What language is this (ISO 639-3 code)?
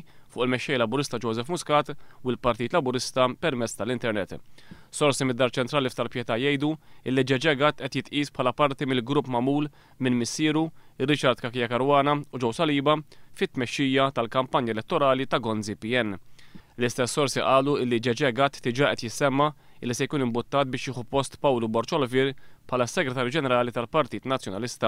mlt